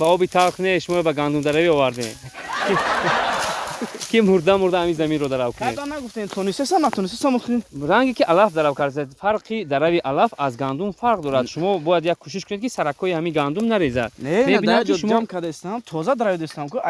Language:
Tajik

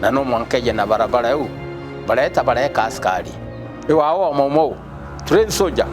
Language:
Meru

